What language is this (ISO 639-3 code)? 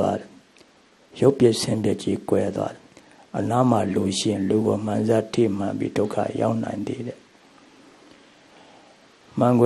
mya